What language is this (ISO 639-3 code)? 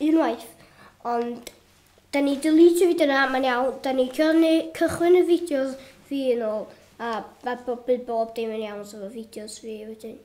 cym